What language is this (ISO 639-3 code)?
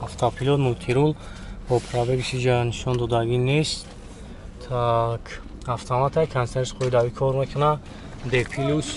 tgk